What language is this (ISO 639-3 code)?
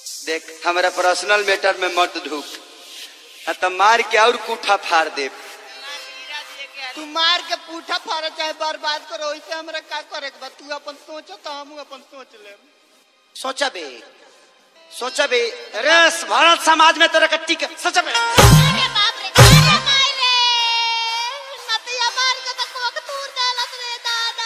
bho